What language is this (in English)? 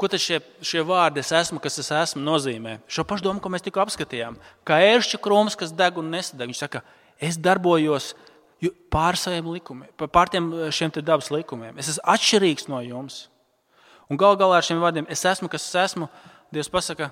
Latvian